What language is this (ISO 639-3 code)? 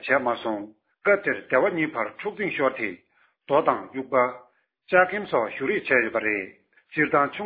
bod